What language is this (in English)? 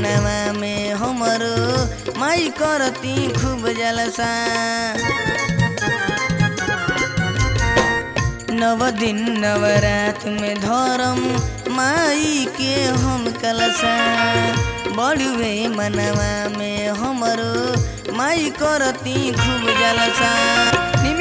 Bhojpuri